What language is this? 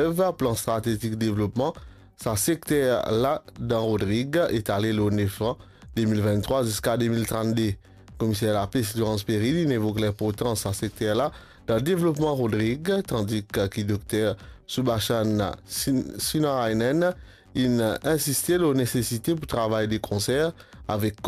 Morisyen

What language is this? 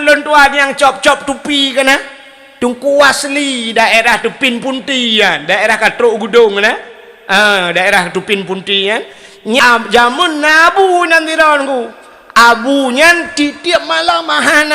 Achinese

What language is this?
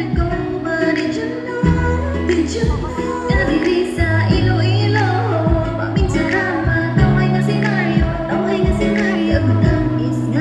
Hiligaynon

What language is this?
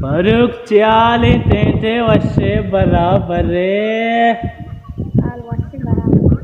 Baluchi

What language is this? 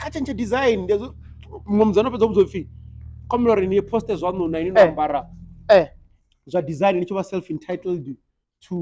Venda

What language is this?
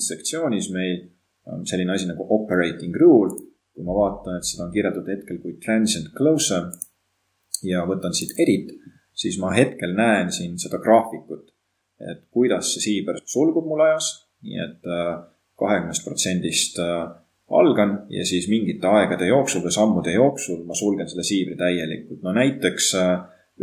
Estonian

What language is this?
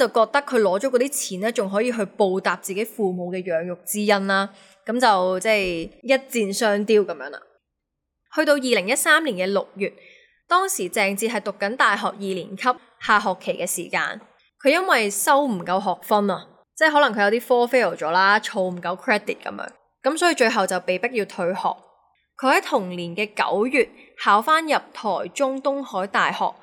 Cantonese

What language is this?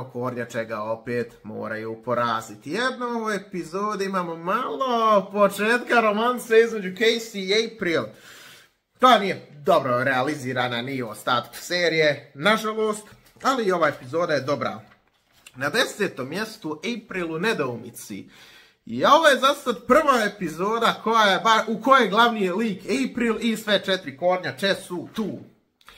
Croatian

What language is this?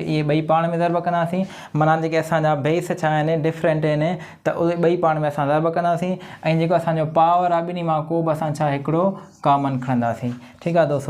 Sindhi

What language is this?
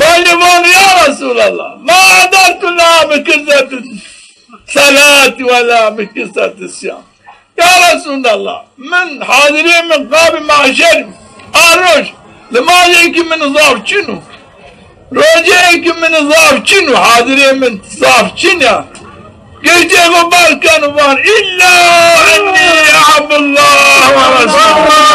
Zaza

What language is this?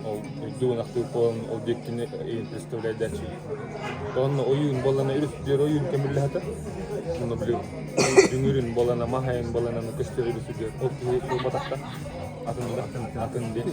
Yakut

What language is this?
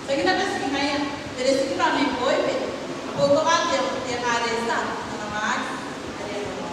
Gilbertese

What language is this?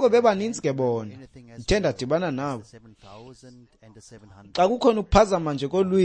Xhosa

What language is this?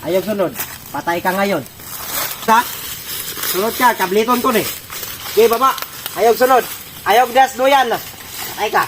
Cebuano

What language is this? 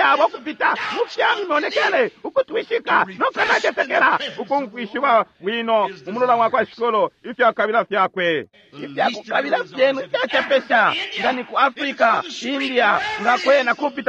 Bemba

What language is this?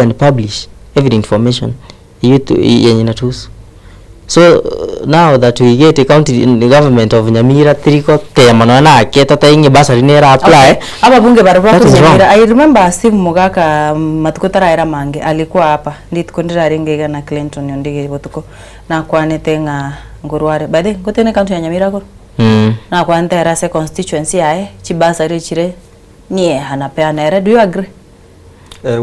Gusii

